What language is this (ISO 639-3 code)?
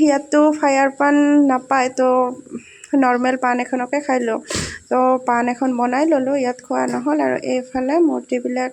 asm